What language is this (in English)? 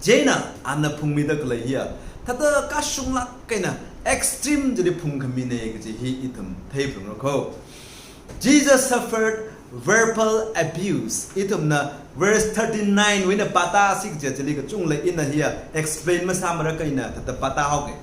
Tangkhul Naga (India)